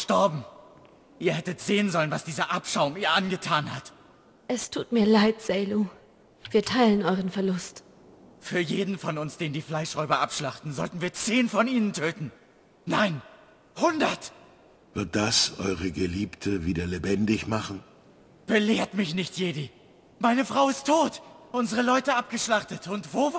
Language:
German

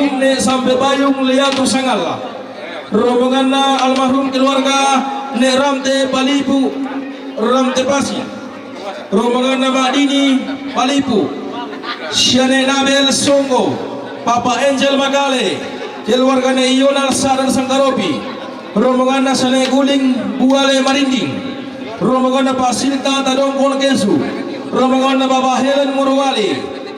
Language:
Toraja-Sa'dan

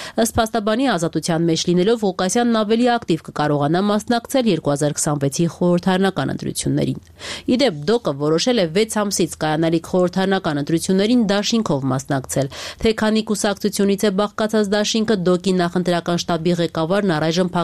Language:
Armenian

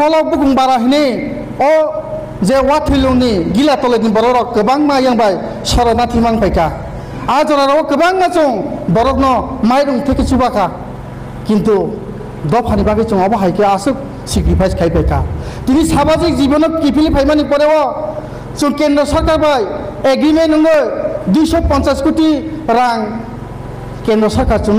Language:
Riang (India)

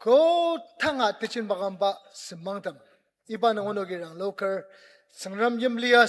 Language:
Ao Naga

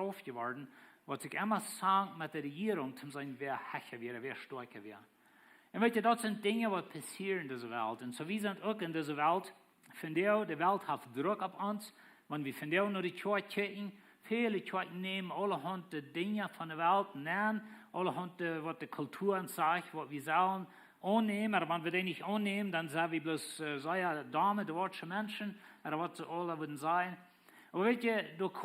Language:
Plautdietsch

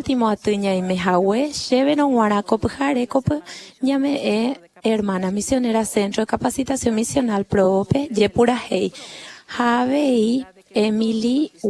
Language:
Guarani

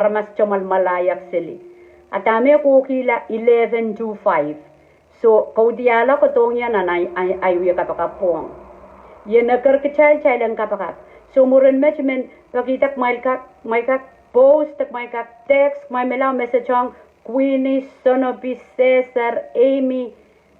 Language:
Pohnpeian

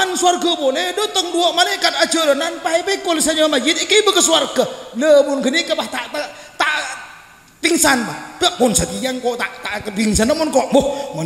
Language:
Madurese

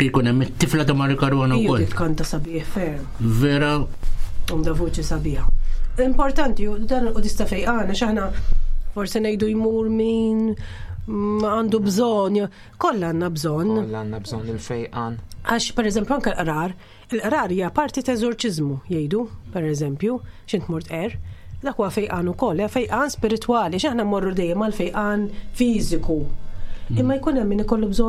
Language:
Maltese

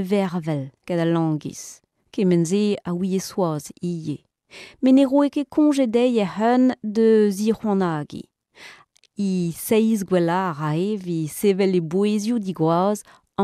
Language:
Breton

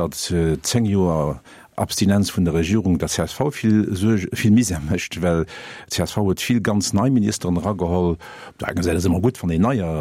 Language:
Luxembourgish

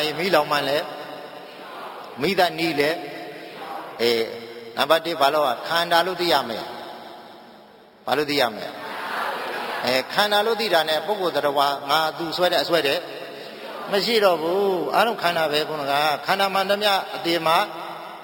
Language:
Burmese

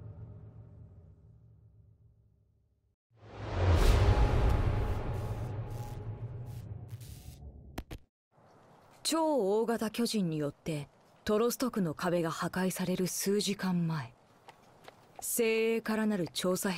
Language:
Japanese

